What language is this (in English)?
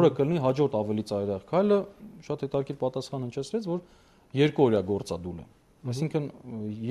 Armenian